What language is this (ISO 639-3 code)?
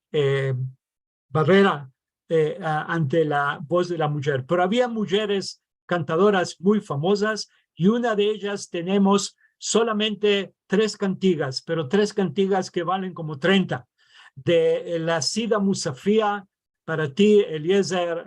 lad